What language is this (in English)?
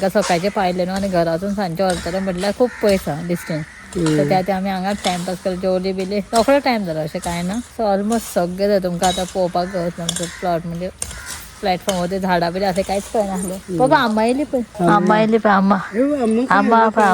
Konkani